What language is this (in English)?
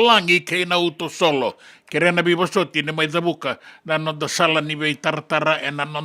Fijian